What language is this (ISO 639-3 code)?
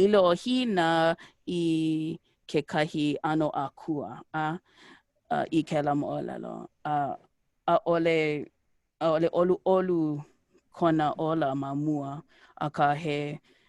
haw